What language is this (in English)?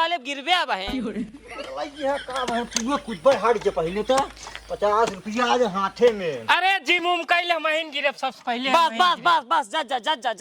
Awadhi